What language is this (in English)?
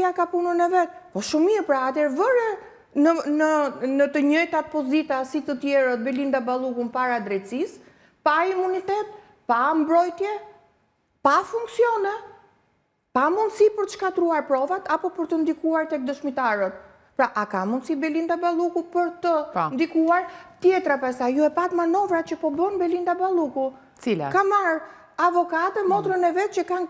Albanian